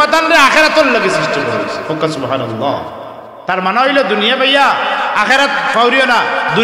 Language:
Sylheti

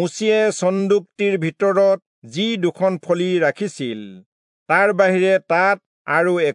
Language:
Assamese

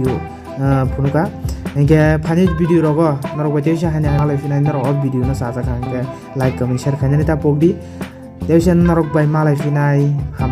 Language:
Kok Borok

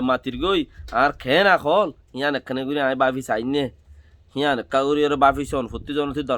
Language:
Rohingya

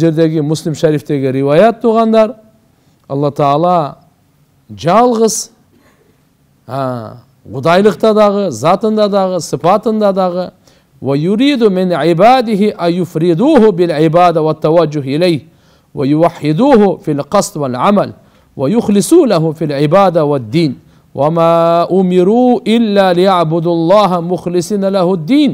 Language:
Kyrgyz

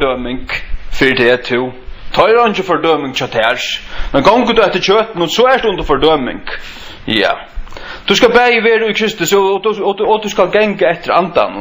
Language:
Faroese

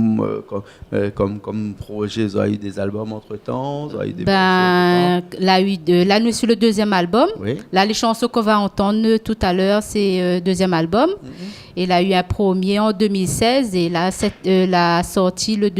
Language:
Réunion Creole French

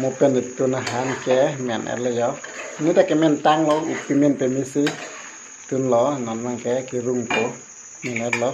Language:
Karbi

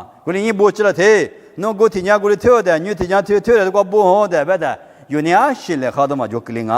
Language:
Lisu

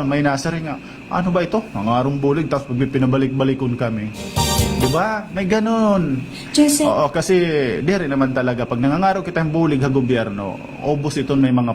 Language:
Waray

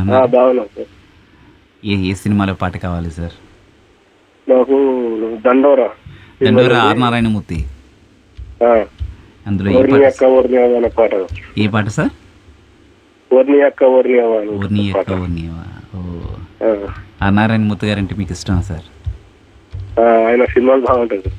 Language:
Telugu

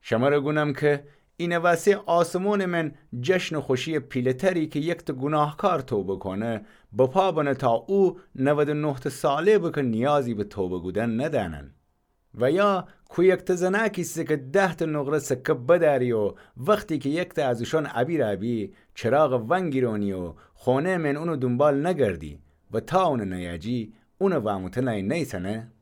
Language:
Gilaki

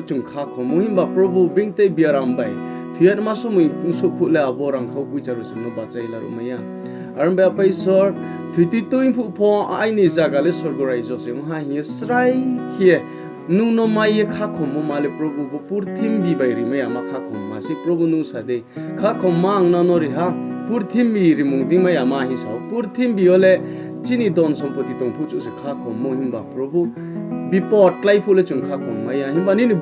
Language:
Riang (India)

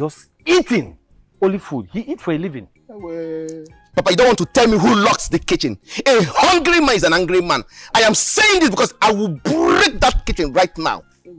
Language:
Nigerian Pidgin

